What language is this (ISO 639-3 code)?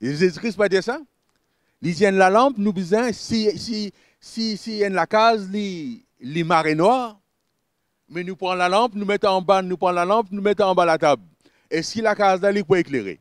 mfe